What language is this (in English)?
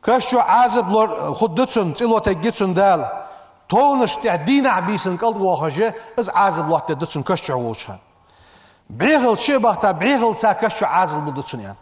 Ingush